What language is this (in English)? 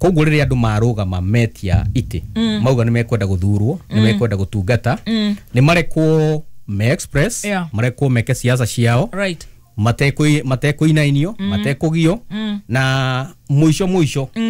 Kikuyu